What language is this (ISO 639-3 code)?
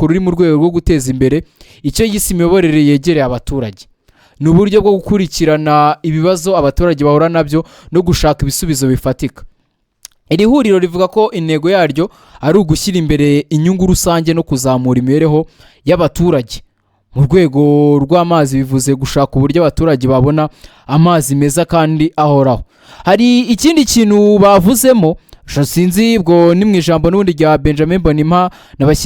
kin